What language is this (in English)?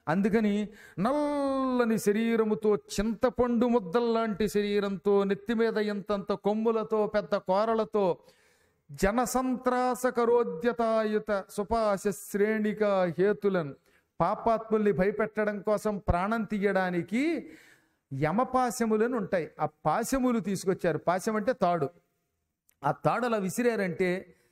Telugu